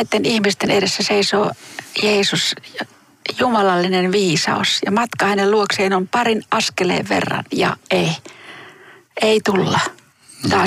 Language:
Finnish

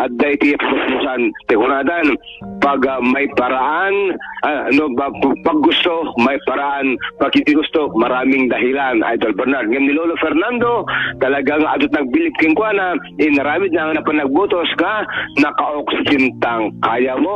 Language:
Iloko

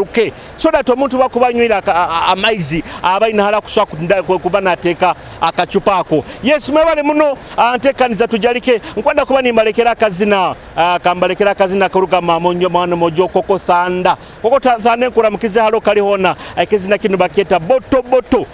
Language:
Nyoro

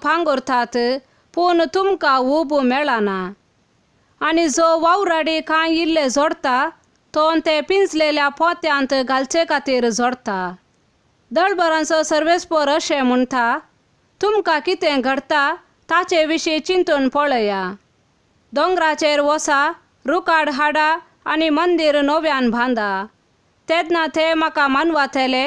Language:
Konkani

